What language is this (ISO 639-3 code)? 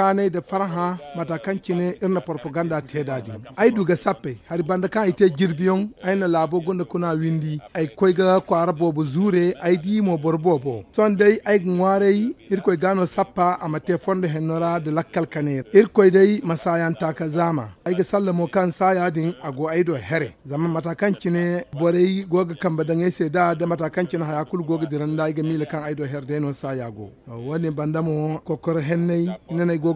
dje